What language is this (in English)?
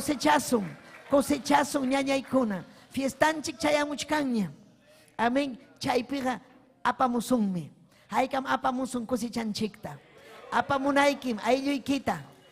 Ayacucho Quechua